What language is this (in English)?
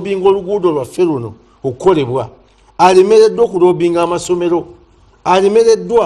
Ganda